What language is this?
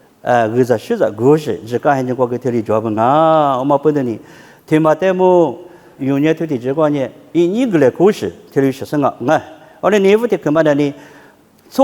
Lisu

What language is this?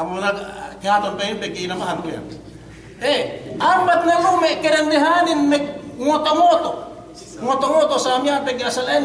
Yakan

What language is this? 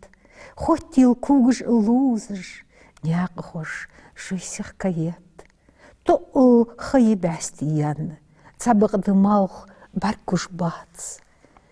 Ingush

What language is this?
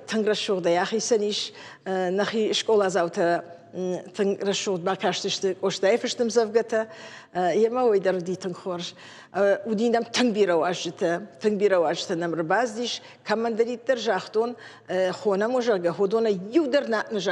Ossetic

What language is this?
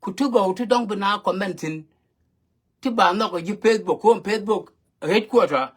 Nuer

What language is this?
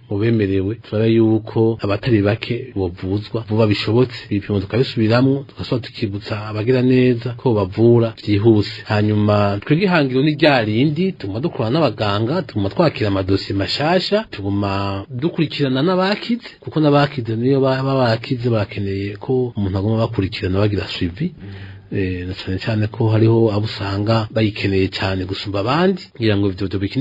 Rundi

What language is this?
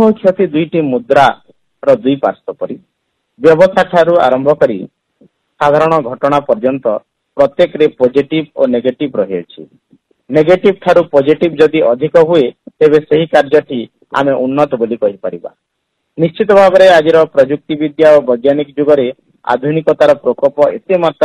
Odia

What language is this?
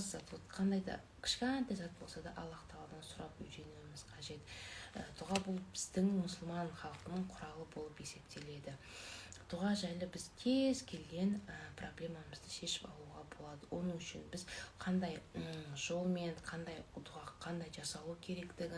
Kazakh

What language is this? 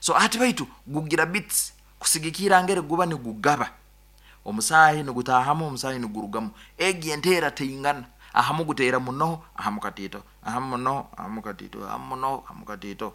Nyankole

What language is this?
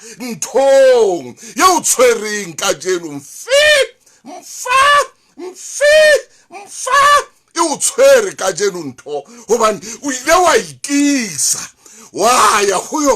Southern Sotho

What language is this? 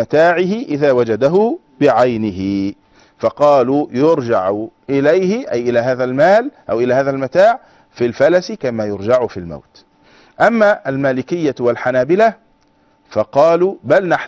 Arabic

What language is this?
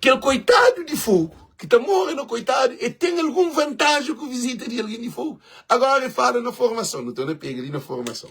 Kabuverdianu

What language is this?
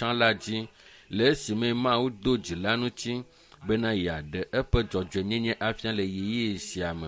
Ewe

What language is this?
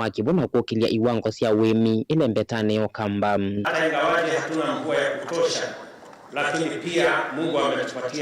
Kamba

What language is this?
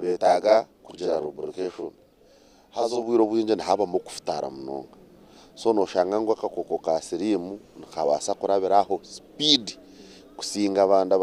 Nyankole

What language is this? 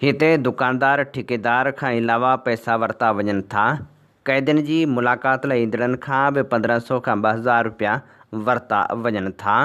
Sindhi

